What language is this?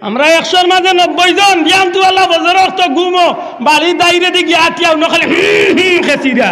Sylheti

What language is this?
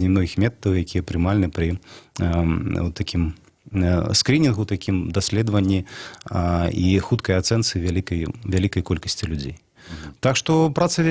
Belarusian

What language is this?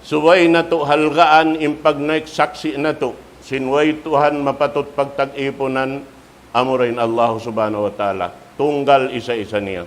Tausug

